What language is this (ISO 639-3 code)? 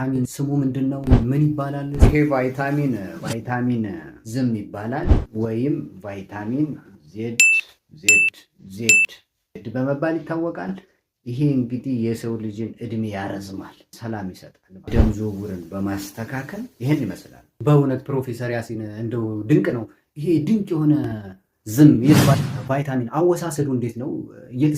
amh